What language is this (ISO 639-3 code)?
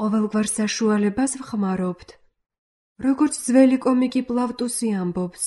kat